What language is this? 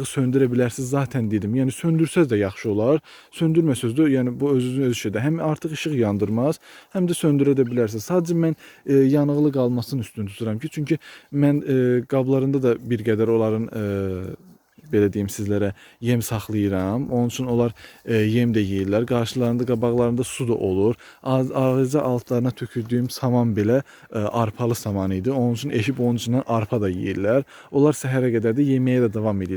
Azerbaijani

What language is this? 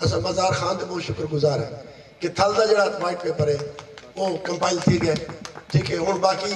Saraiki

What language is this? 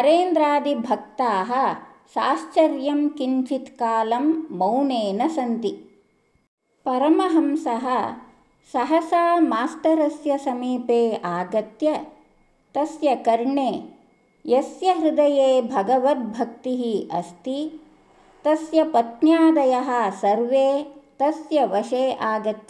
Sanskrit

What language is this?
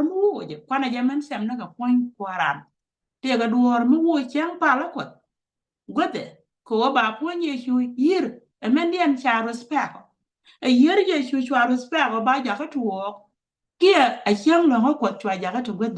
Nuer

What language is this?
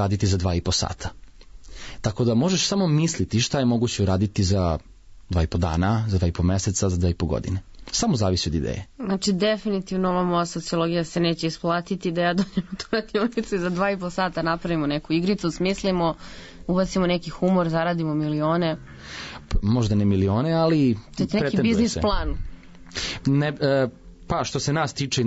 Serbian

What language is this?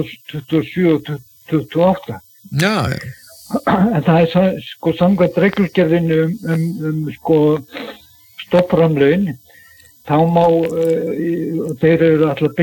Icelandic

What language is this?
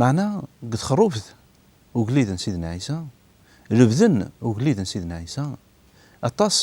Kabyle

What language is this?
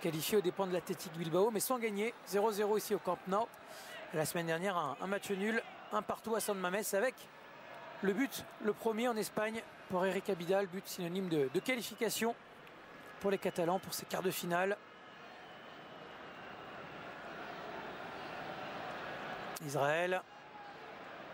French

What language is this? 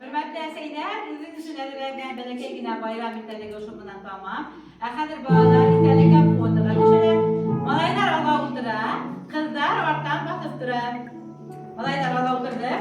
Bashkir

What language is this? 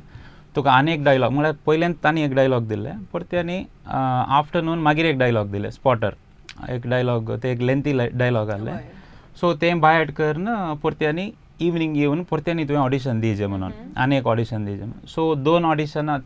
Konkani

